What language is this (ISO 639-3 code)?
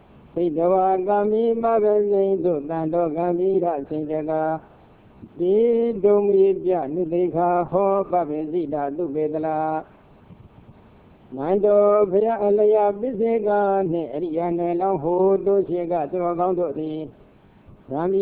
mya